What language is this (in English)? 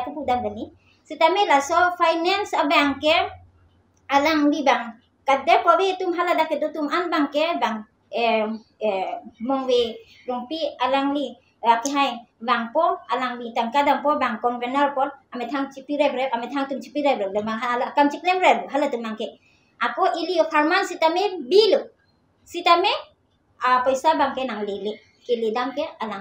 Karbi